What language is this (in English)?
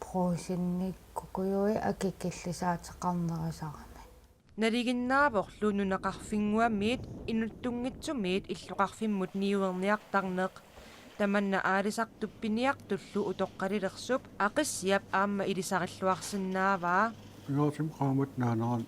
Kalaallisut